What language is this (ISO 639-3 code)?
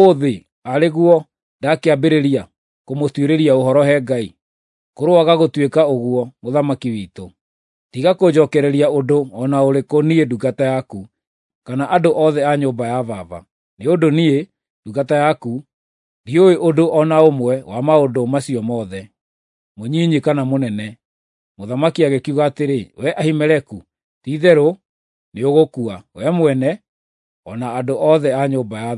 kik